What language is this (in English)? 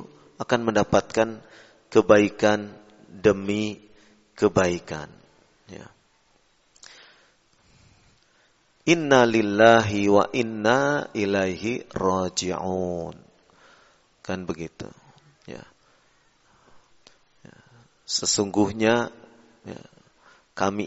Indonesian